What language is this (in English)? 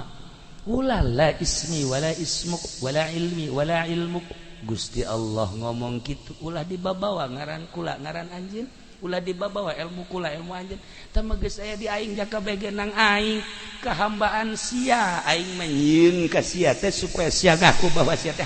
Sundanese